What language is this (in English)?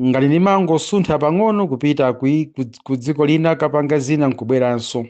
Nyanja